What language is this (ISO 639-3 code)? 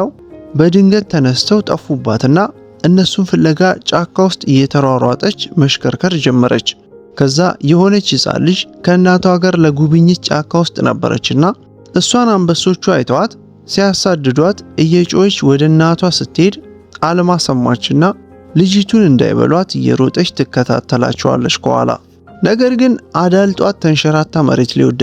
amh